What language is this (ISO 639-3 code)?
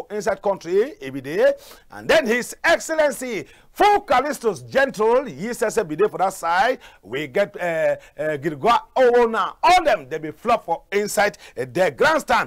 wes